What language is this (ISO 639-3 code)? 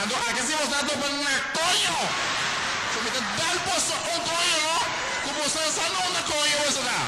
pap